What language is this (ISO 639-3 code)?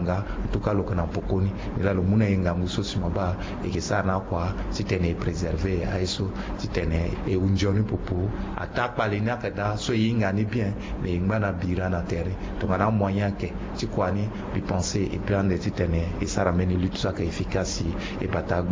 sag